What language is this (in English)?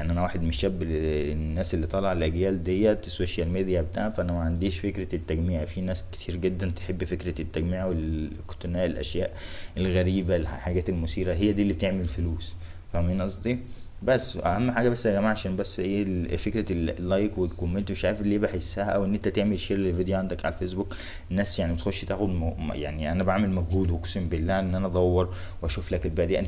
Egyptian Arabic